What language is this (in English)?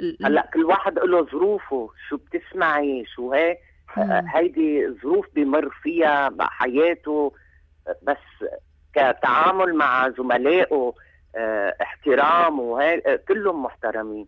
North Levantine Arabic